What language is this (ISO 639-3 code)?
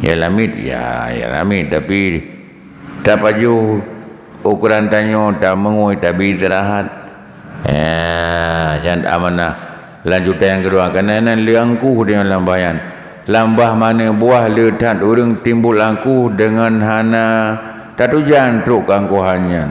ace